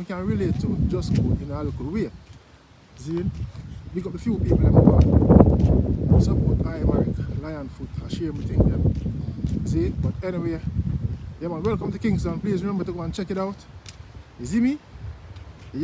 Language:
Jamaican Creole English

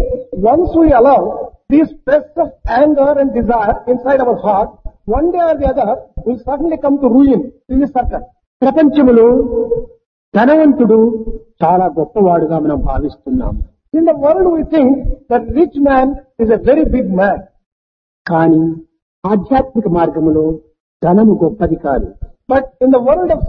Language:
Telugu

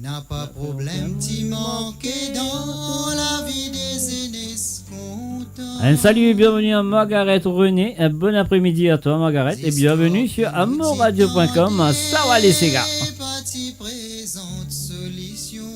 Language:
Morisyen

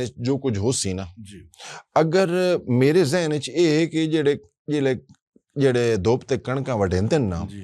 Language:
Western Panjabi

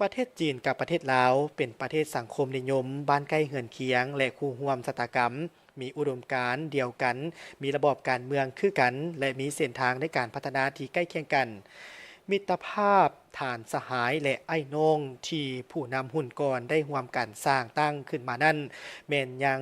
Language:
Lao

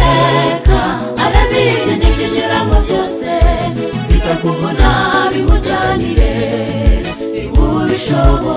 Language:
Kinyarwanda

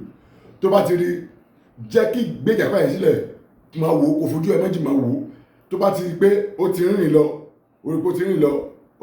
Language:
Yoruba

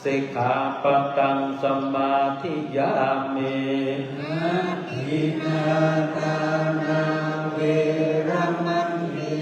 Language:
Pali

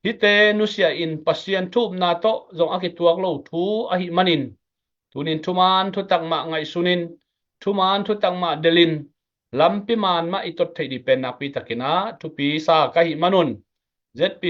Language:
Tedim Chin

